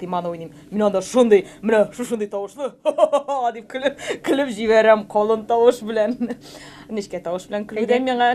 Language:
Tatar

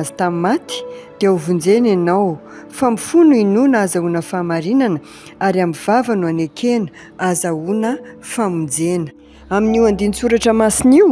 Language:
Malagasy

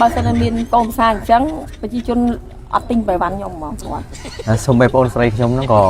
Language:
Khmer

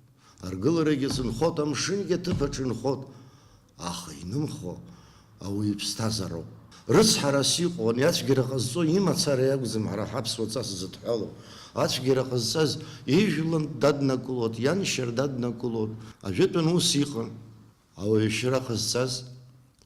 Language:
Abkhazian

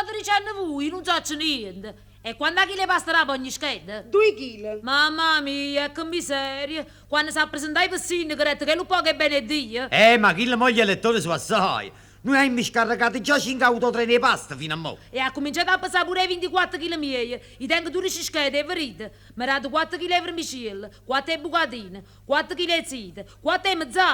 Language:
Neapolitan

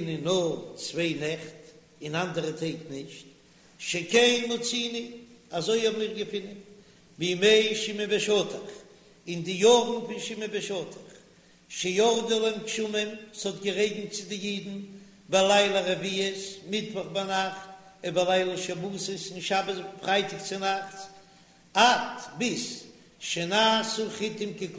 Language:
Yiddish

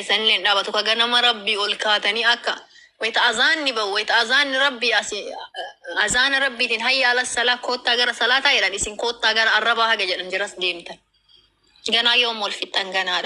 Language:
Oromo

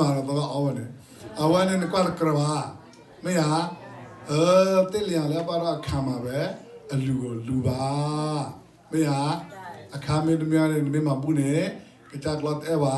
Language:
S'gaw Karen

